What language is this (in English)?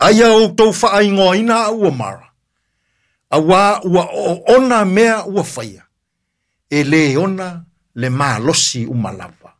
Samoan